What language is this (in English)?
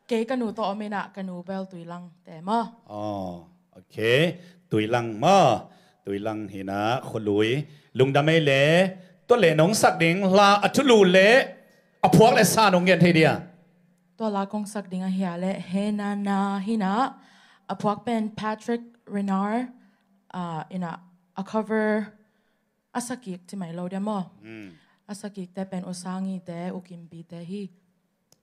Tedim Chin